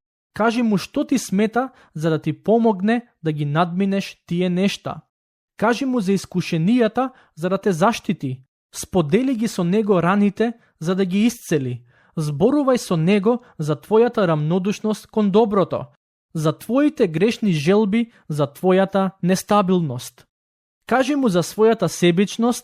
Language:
Macedonian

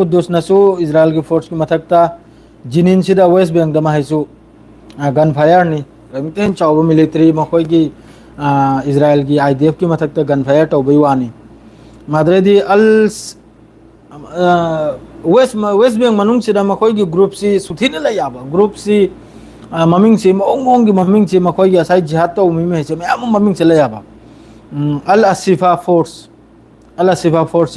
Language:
Manipuri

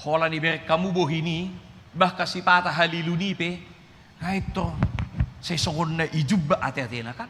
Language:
Batak Toba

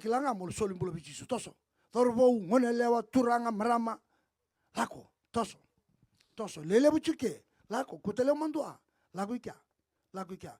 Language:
Fijian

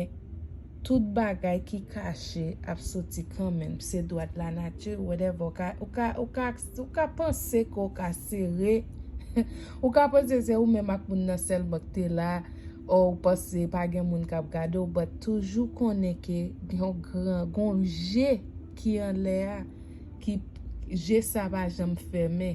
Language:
Haitian Creole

